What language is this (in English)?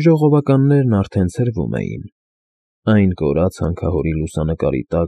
Armenian